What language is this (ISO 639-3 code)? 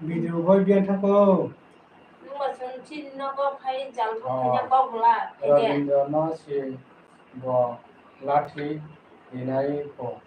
trp